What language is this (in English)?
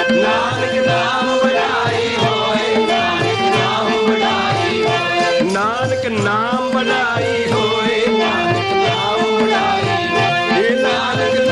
Punjabi